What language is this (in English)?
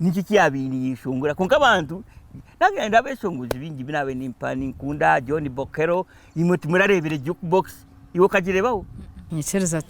Nyankole